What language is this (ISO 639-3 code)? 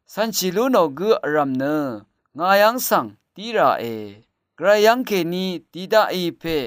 raw